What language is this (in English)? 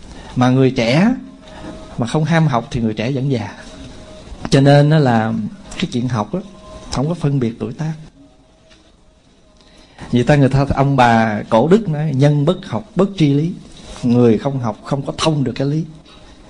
Vietnamese